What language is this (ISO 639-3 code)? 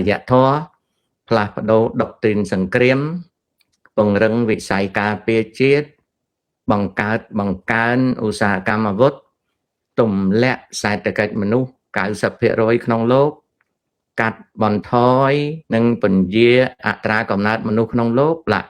khm